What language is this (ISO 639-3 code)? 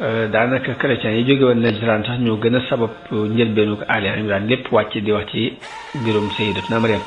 wol